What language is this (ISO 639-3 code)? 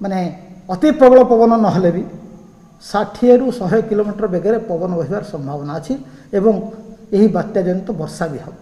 ori